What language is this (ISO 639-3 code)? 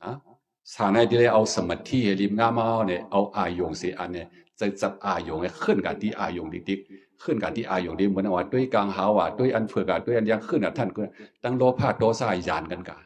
shn